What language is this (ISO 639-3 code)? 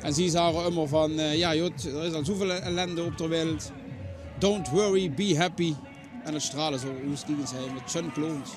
lim